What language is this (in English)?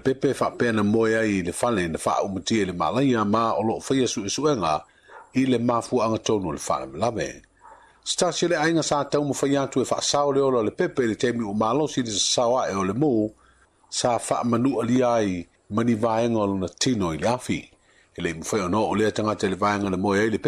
Samoan